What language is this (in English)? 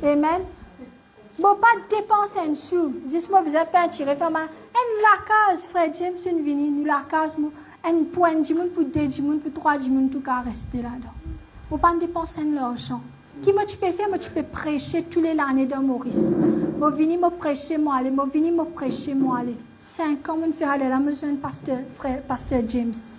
Morisyen